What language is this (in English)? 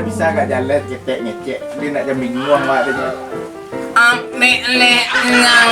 Minangkabau